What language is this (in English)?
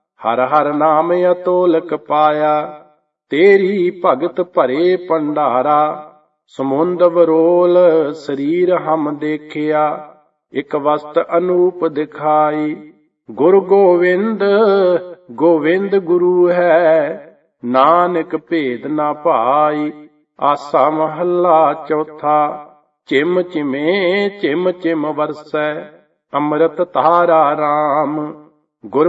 Punjabi